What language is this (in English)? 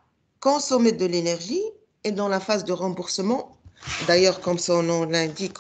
French